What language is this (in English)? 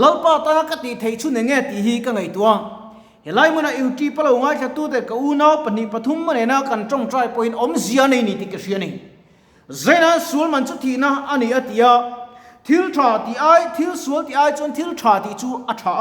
Mizo